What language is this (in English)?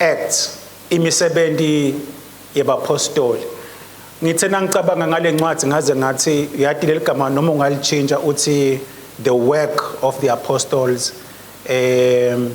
Swati